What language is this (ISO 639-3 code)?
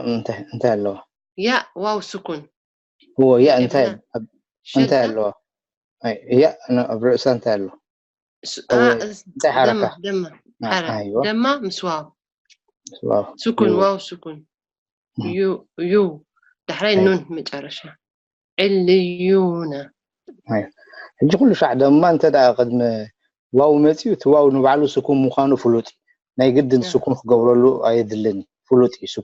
tir